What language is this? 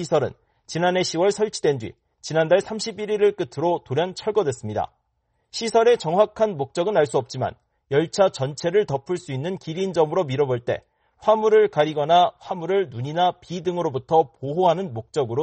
Korean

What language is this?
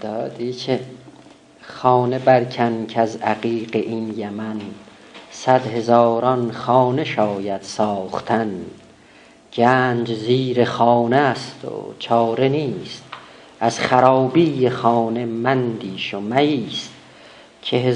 South Azerbaijani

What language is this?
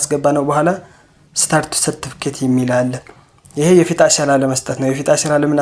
Amharic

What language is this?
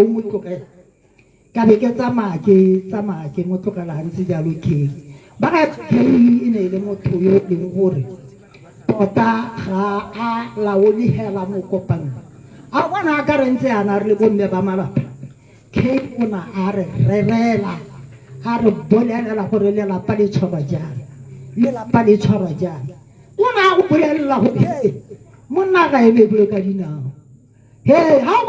Tswana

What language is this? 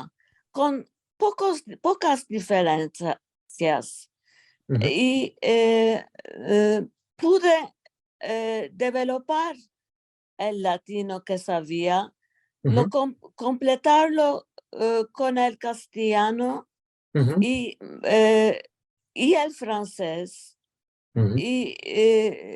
Ladino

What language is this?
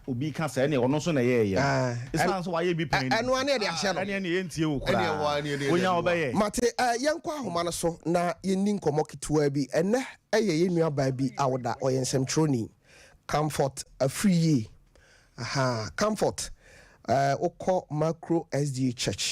Akan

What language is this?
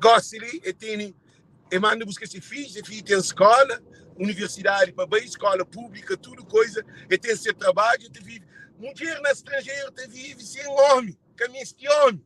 Kabuverdianu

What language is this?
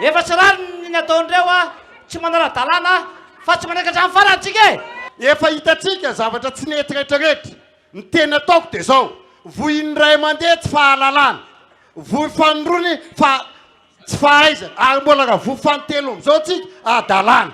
Malagasy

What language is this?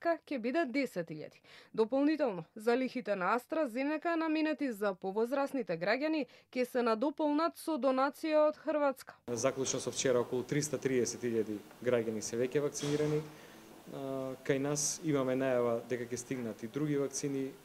Macedonian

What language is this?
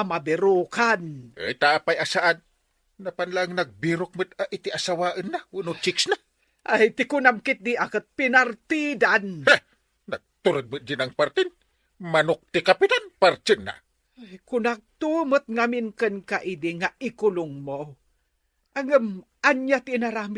Iloko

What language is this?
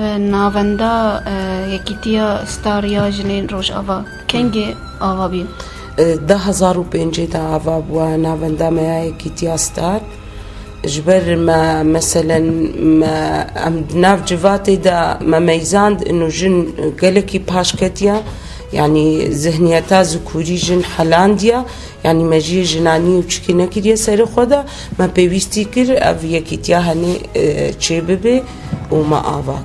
Kurdish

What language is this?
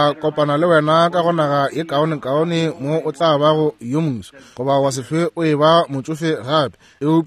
Northern Sotho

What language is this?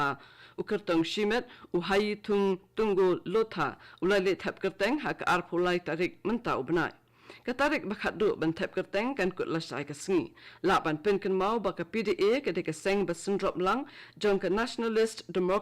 Khasi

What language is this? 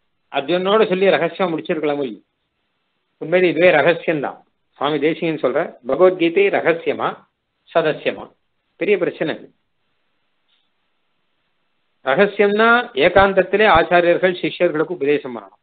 Tamil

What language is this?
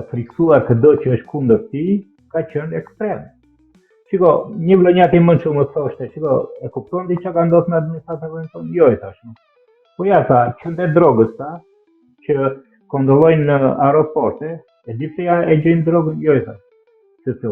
Albanian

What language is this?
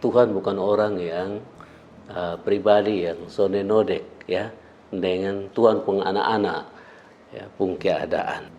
Kupang Malay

